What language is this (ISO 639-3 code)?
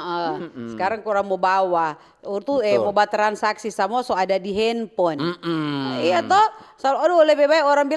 xmm